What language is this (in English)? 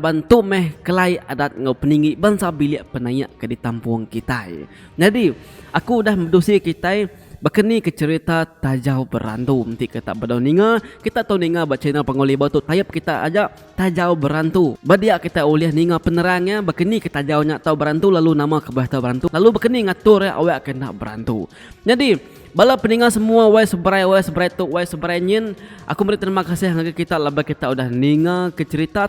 Iban